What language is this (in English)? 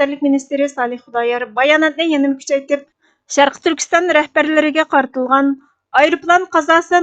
Uyghur